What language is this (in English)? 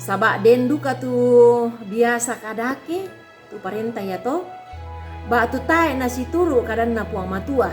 Toraja-Sa'dan